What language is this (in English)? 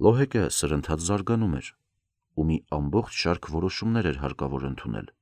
Armenian